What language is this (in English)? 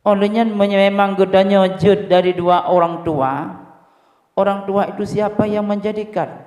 Achinese